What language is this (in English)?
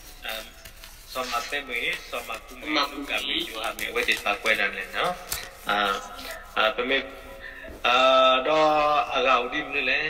S'gaw Karen